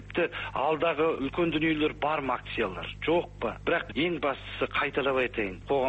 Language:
Kazakh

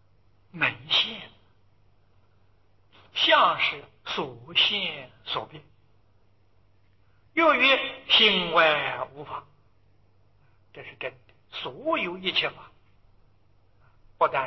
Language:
Chinese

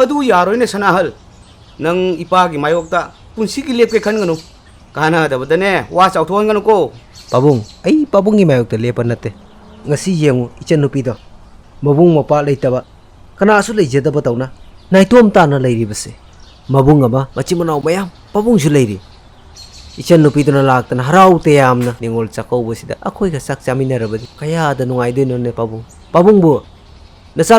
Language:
Manipuri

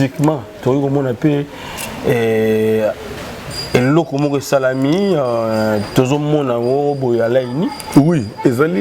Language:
Lingala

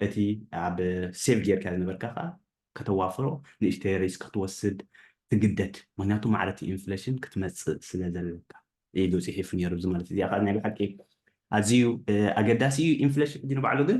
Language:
Tigrinya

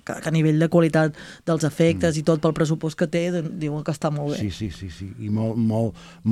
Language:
Catalan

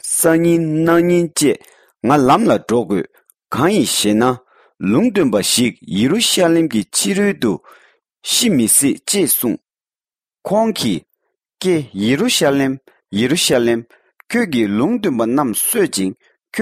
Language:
Tibetan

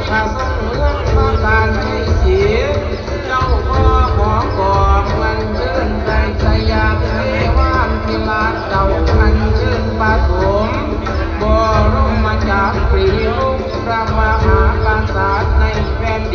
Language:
Lao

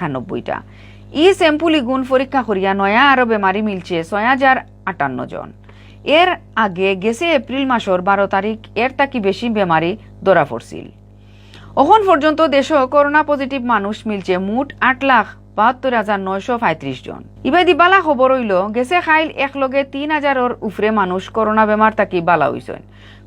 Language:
Sylheti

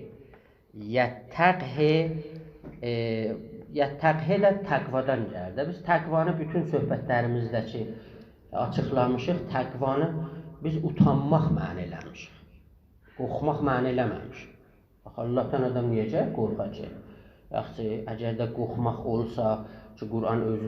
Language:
South Azerbaijani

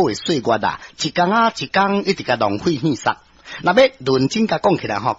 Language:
Min Nan Chinese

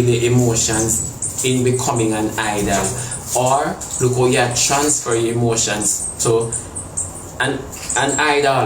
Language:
Jamaican Creole English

